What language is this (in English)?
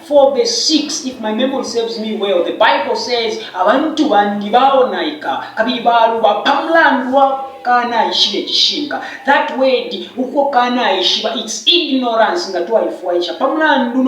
Bemba